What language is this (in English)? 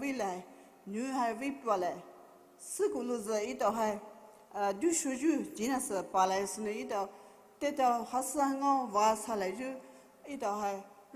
Poumei Naga